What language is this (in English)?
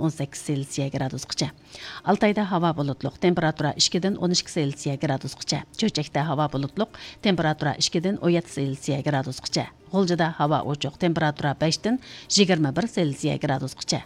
Uyghur